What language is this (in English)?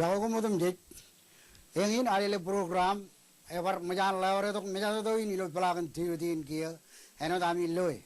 Marshallese